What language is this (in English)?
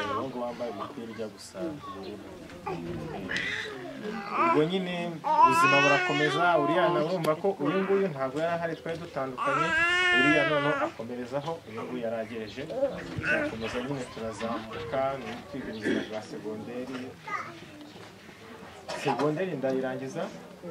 Kinyarwanda